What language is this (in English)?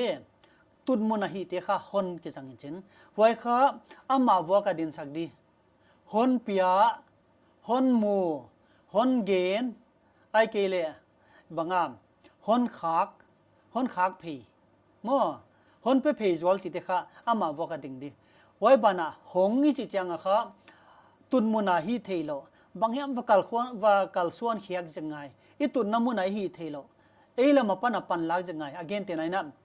Paite Chin